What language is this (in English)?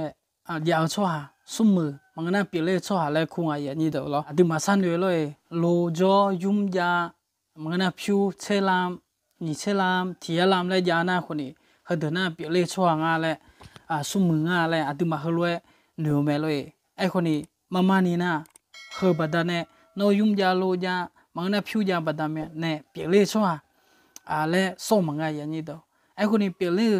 Akha